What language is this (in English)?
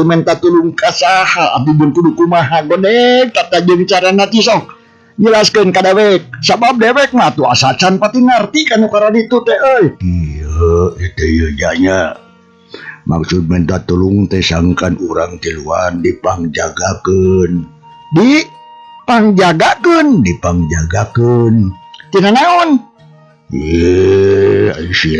Sundanese